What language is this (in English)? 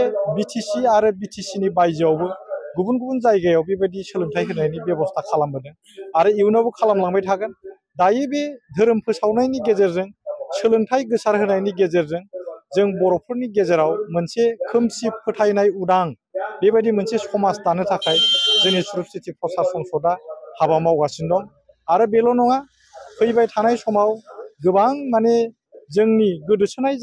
Bodo